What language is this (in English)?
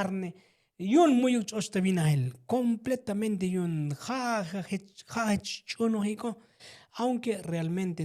Tzotzil